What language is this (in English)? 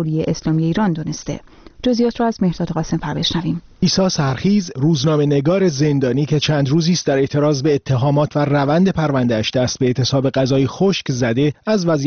Persian